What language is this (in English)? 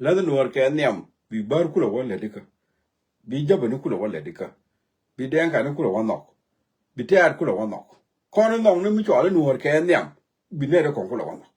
Nuer